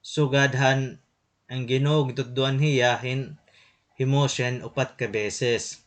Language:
Waray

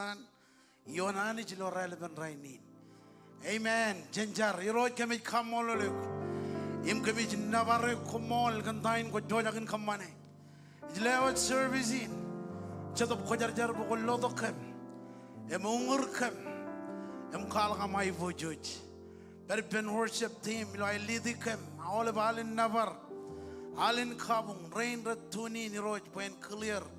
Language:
Marshallese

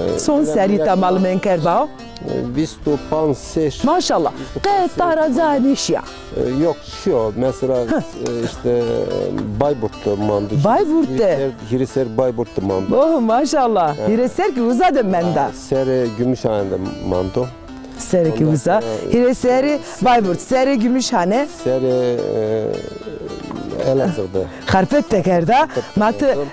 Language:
Zaza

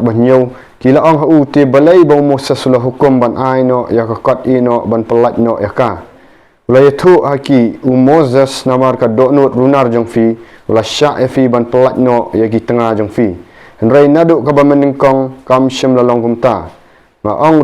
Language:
Khasi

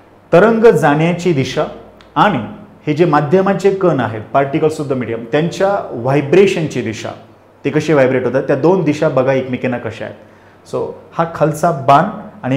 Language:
Marathi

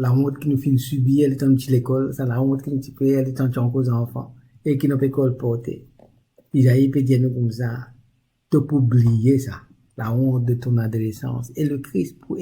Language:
Morisyen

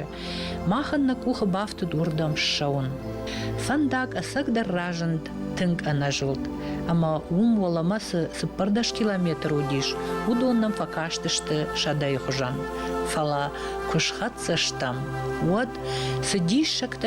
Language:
Ossetic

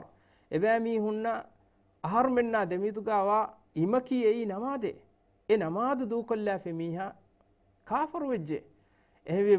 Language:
Divehi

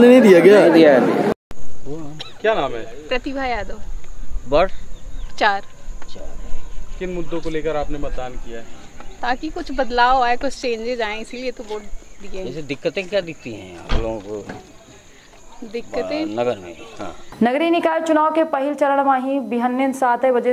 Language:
Hindi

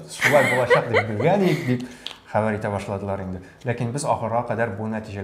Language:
Tatar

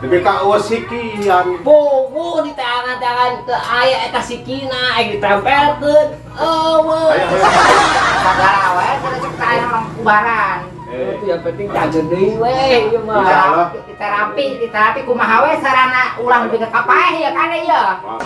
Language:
Sundanese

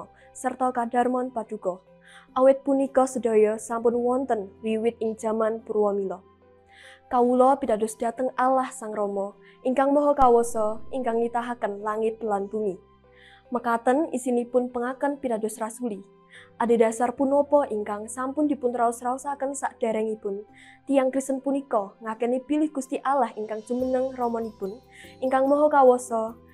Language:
Javanese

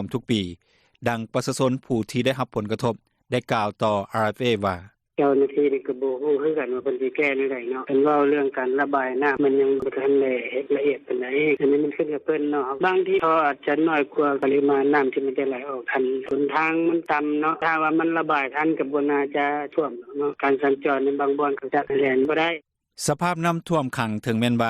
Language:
Lao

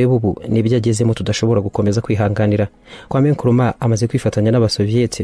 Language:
Kinyarwanda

